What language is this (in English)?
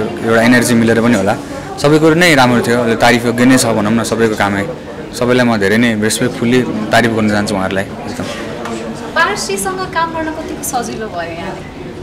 Nepali